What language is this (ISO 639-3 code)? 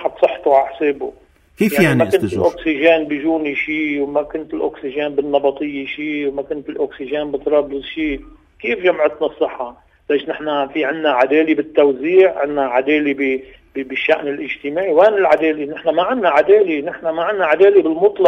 apc